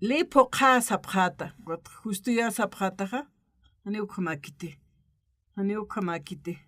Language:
Aymara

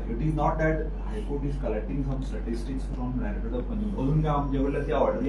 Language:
Konkani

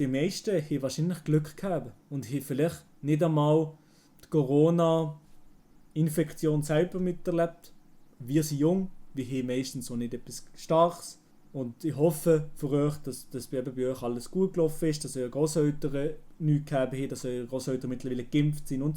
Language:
Swiss German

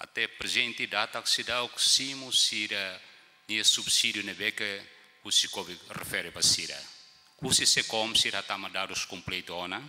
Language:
Tetum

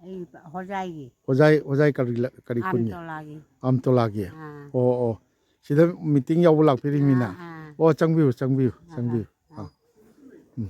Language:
Manipuri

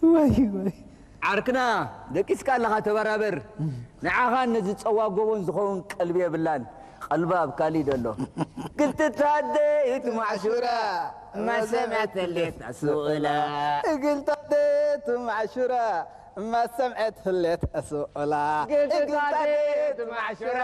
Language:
Tigrinya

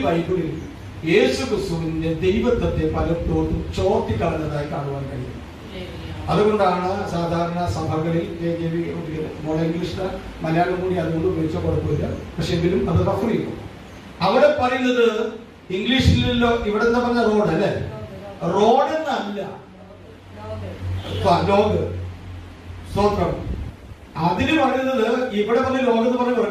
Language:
Malayalam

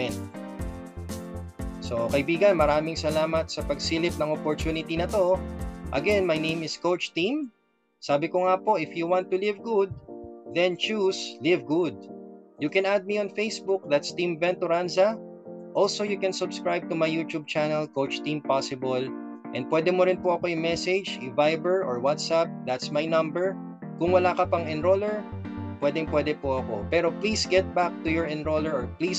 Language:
Filipino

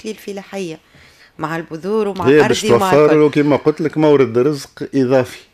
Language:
Tunisian Arabic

